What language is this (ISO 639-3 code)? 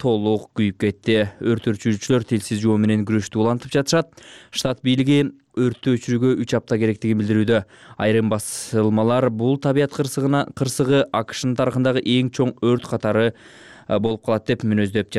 kir